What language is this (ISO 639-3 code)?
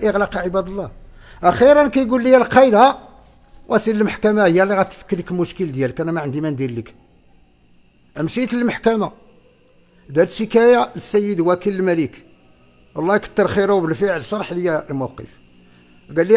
ary